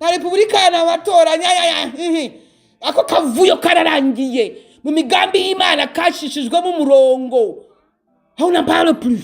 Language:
Kinyarwanda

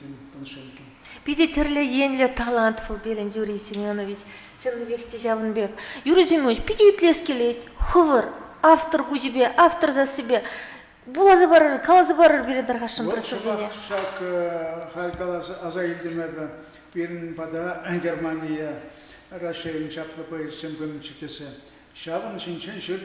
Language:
Chuvash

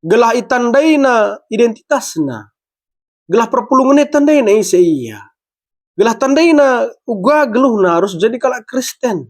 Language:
Batak Karo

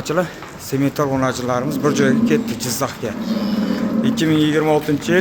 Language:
Uzbek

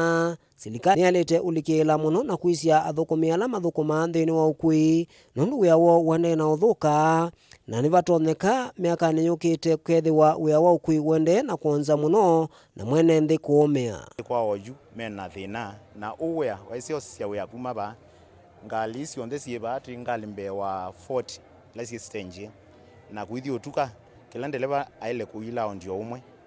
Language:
Kamba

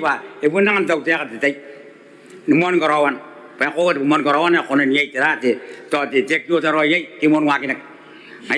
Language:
Gilbertese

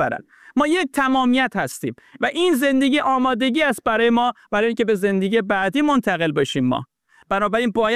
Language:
Persian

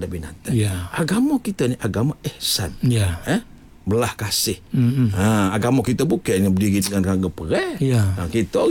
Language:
Malay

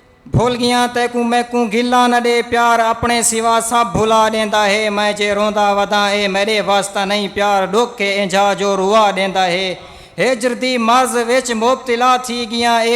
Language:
Saraiki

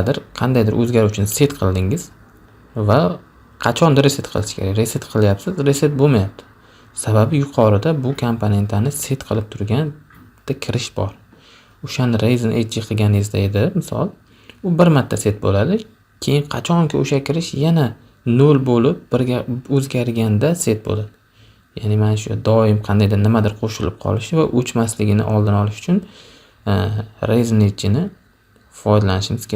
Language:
Uzbek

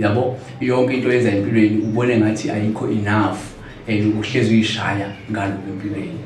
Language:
Zulu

